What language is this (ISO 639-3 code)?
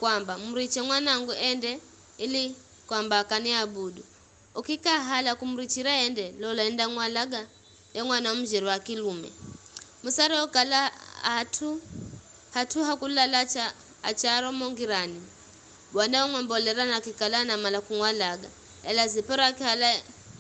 nyf